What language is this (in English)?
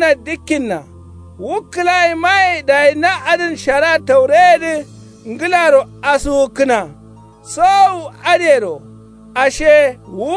Kanuri